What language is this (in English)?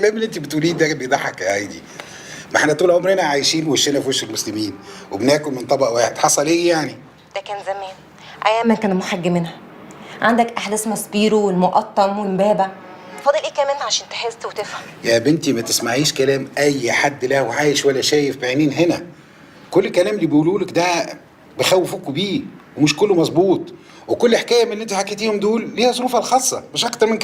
Egyptian Arabic